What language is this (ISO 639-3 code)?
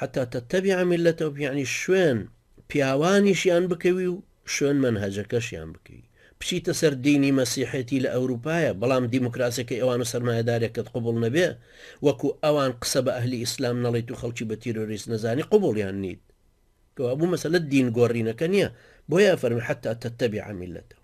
ckb